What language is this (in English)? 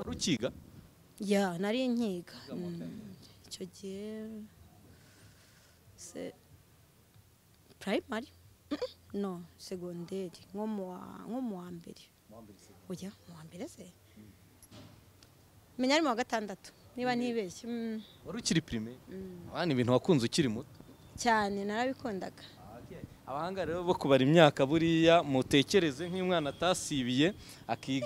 Kinyarwanda